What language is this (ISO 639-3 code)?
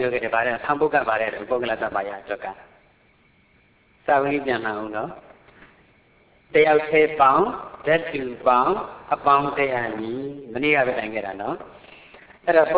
mya